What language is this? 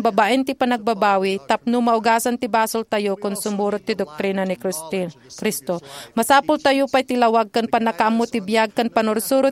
Iloko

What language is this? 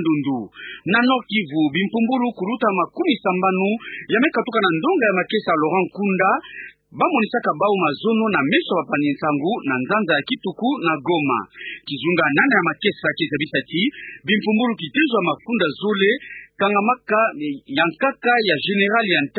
Kituba (Democratic Republic of Congo)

